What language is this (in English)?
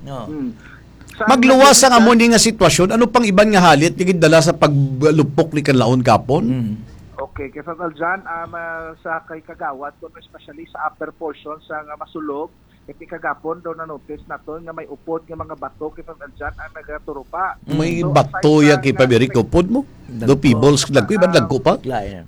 Hiligaynon